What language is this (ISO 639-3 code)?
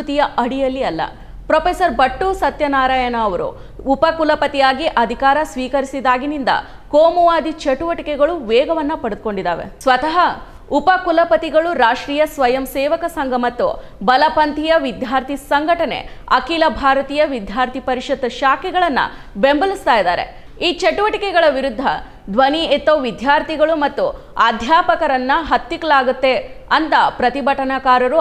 kan